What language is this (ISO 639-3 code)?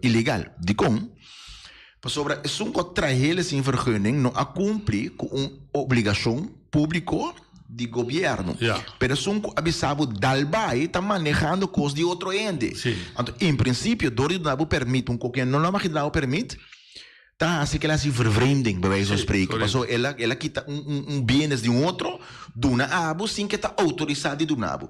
pap